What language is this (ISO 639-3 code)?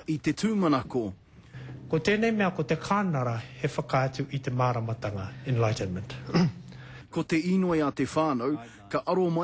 mri